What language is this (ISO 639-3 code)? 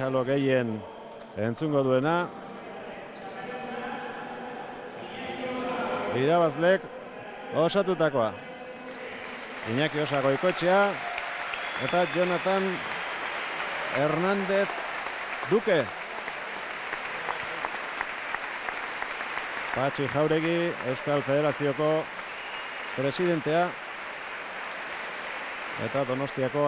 eus